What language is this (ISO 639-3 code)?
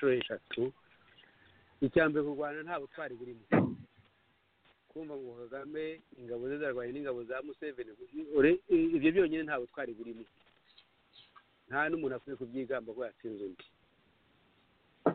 kin